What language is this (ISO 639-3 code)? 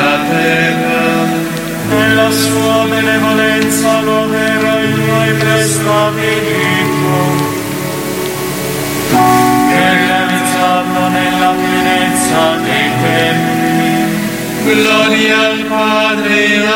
ita